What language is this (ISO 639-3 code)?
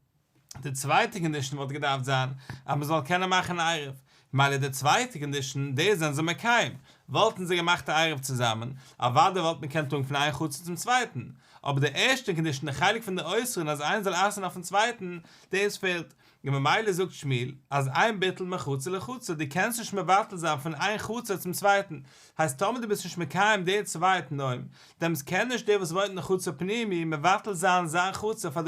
yid